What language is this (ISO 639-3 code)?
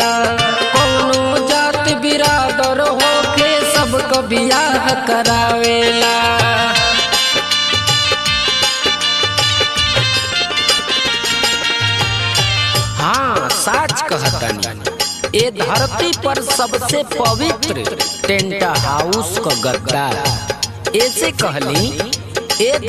bho